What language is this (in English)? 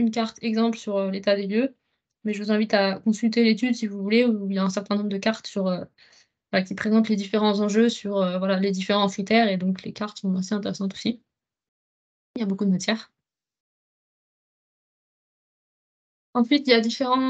French